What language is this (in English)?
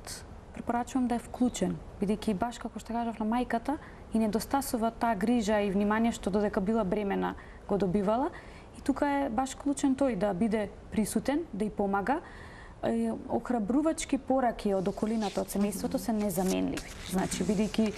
Macedonian